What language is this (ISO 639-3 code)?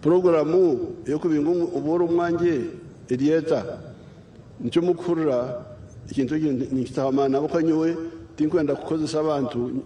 nyn